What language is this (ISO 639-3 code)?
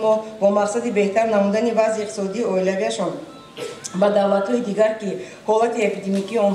tgk